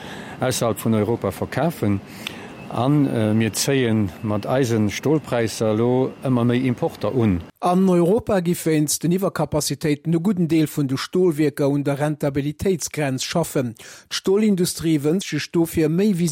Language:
Luxembourgish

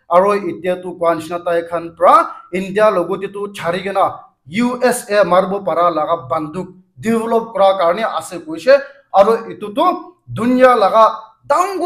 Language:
Naga Pidgin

